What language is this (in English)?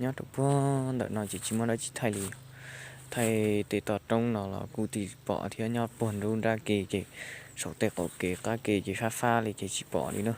Hmong